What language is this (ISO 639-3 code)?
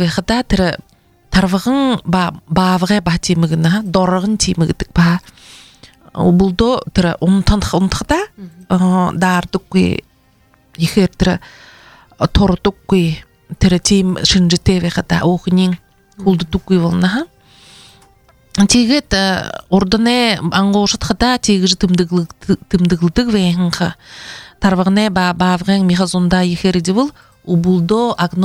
bua